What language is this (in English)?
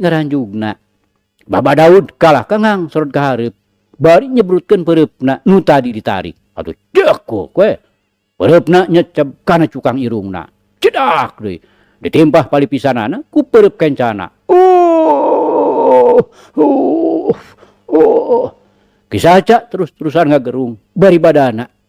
Sundanese